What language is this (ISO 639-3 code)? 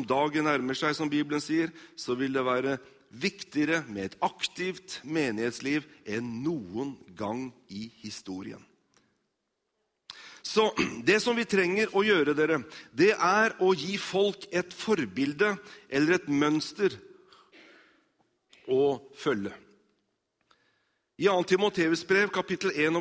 nor